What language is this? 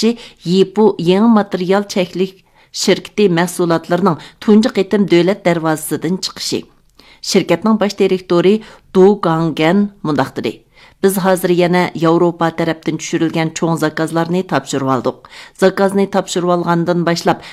Uyghur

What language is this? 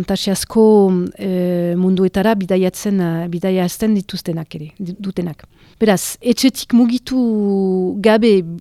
Basque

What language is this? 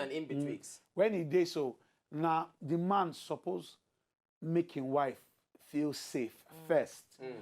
Nigerian Pidgin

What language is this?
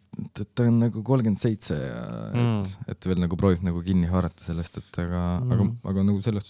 Estonian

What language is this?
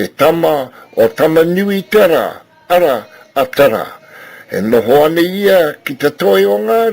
Māori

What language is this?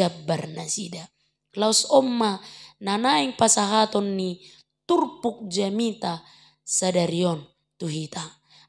Batak Toba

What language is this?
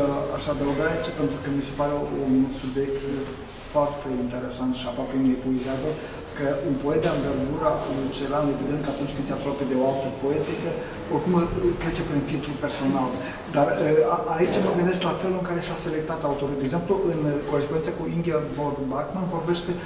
Romanian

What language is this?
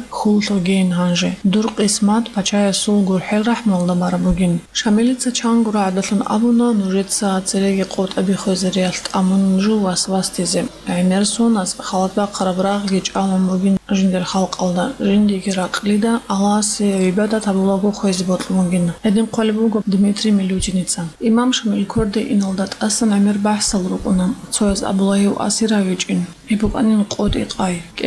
Avaric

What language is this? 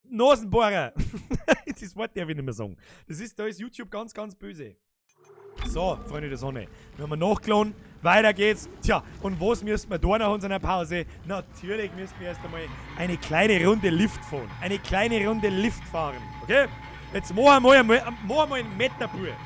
Bavarian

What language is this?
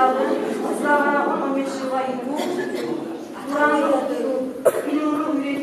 Kumyk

